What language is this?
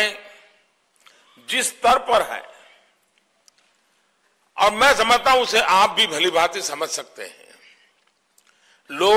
Hindi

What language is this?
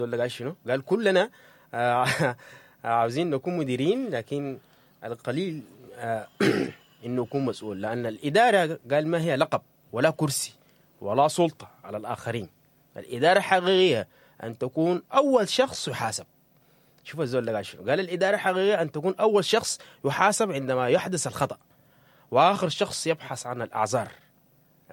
Sudanese Arabic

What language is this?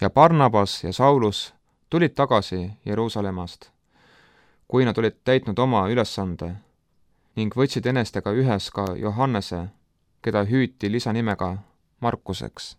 Estonian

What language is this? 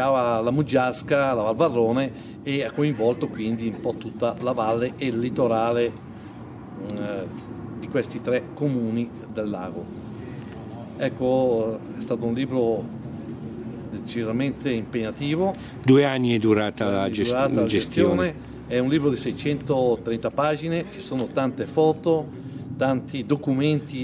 Italian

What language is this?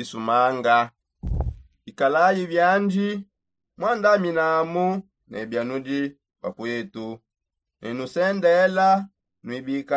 Songe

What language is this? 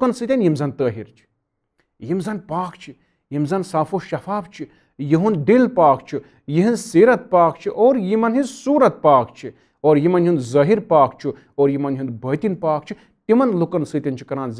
Kashmiri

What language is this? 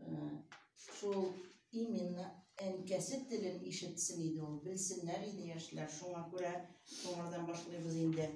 Tatar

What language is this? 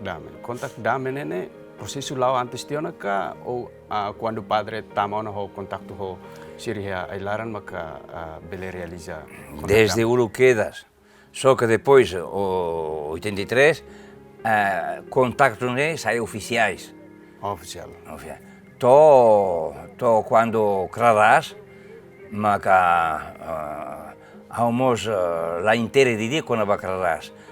Tetum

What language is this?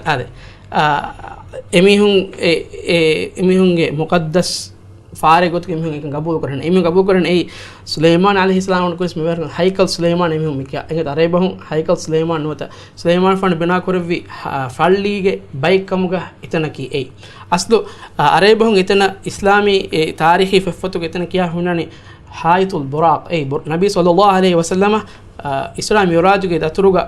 Divehi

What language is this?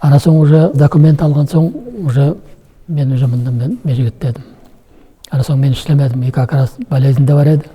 Nogai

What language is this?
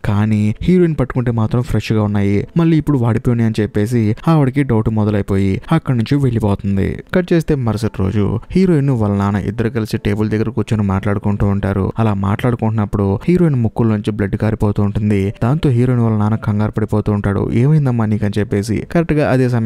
Telugu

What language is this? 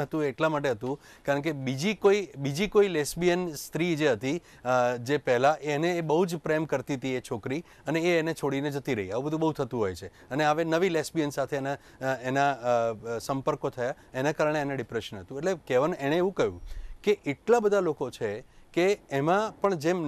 Gujarati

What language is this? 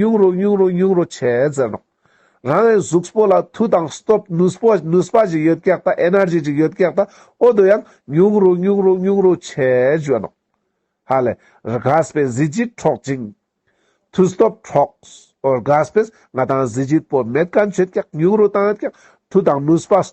Ladakhi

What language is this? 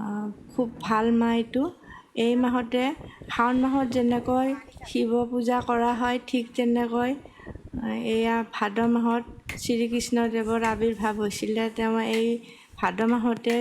Assamese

